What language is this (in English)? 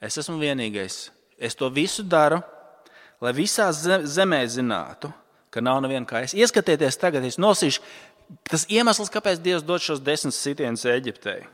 Latvian